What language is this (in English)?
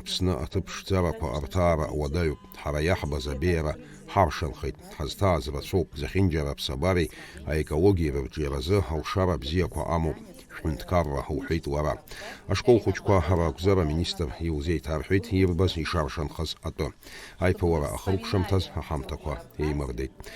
Abkhazian